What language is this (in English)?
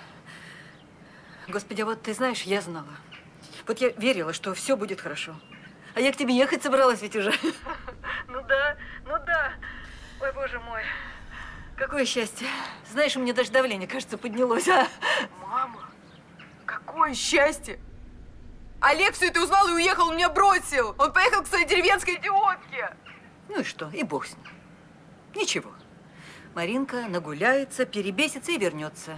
Russian